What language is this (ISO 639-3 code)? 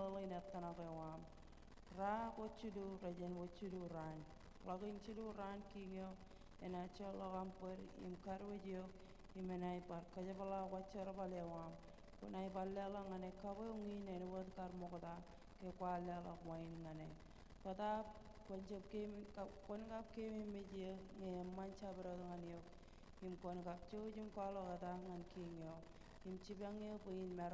mah